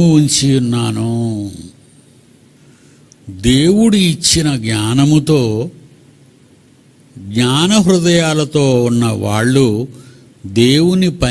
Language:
Telugu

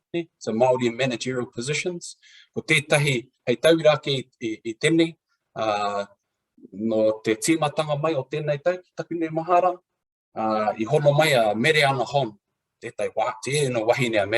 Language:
Māori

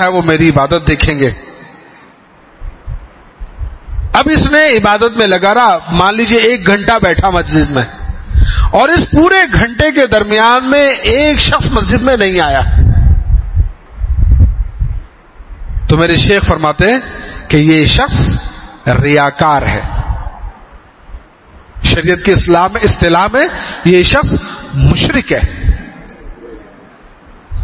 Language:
Urdu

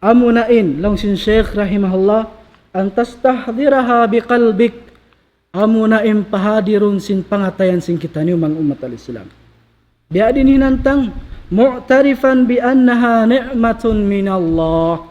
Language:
Tausug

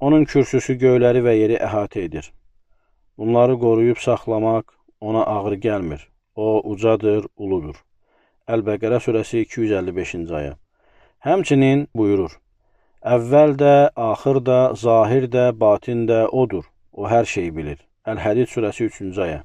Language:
Azerbaijani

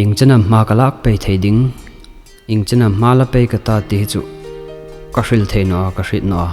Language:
Hmar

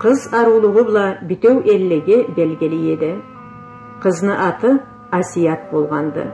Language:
Karachay-Balkar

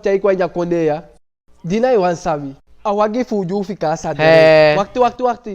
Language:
Eastern Maroon Creole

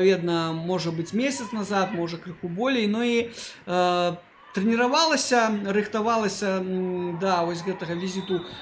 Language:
Belarusian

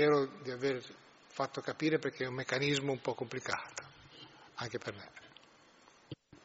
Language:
Italian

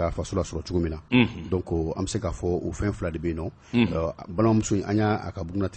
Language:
Bambara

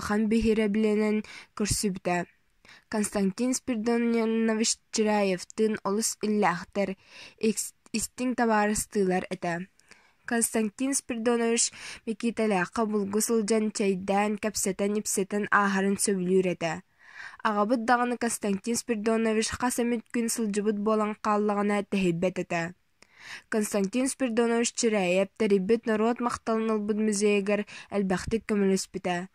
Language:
Yakut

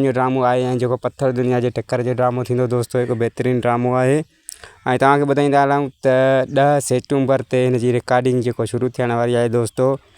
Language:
Sindhi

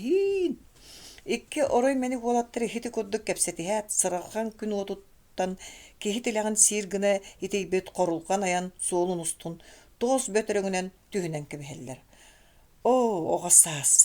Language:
Yakut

